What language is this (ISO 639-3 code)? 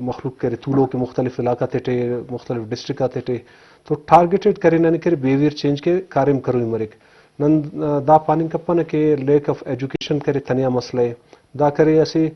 bgp